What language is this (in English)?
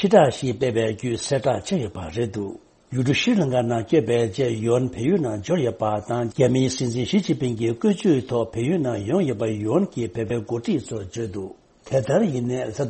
Tibetan